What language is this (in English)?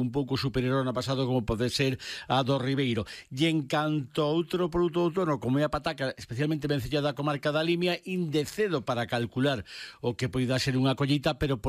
Galician